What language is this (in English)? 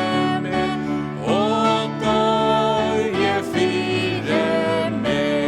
Faroese